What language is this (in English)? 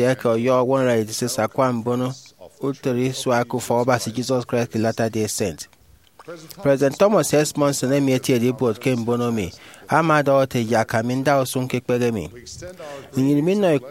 Efik